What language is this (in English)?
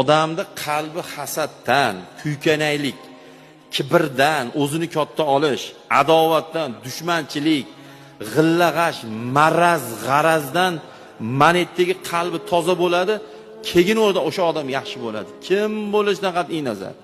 Uzbek